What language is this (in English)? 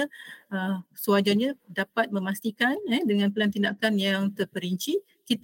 Malay